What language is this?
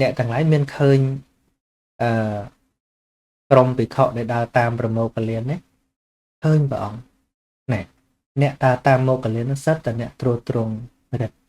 Khmer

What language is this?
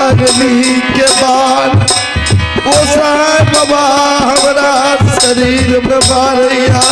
Maithili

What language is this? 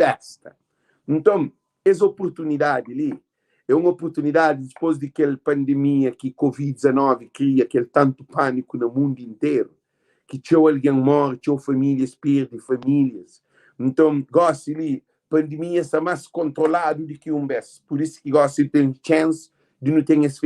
Kabuverdianu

